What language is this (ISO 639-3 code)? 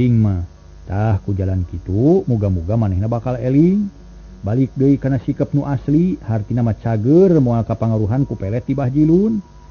sun